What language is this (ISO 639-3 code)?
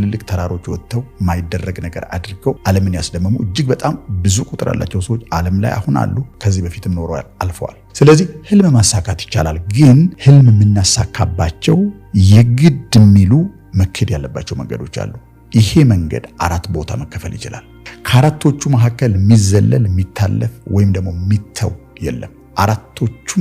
amh